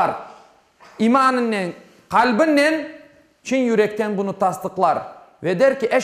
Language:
Crimean Tatar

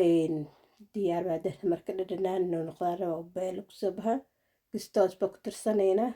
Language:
Somali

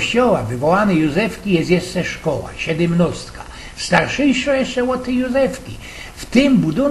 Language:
Silesian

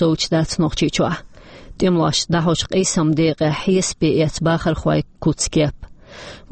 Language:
Chechen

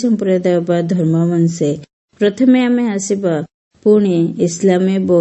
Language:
Odia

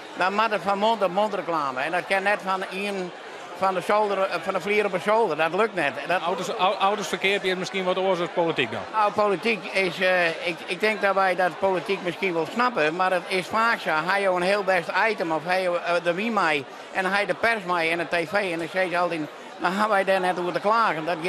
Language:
Western Frisian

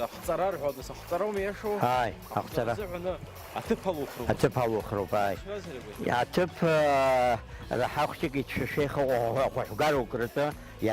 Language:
Abkhazian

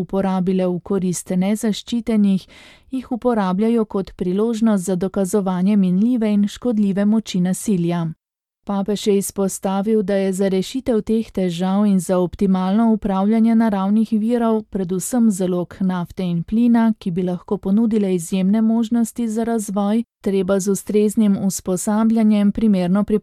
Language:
Slovenian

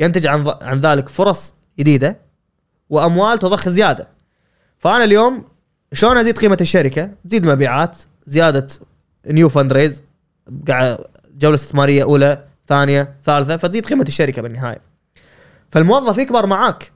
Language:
Gulf Arabic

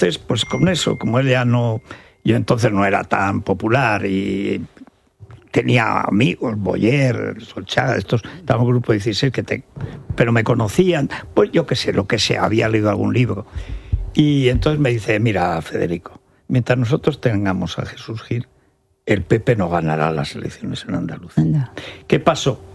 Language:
Spanish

